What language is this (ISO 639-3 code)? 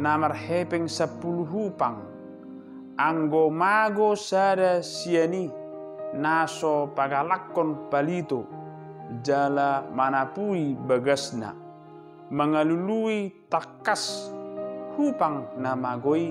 bbc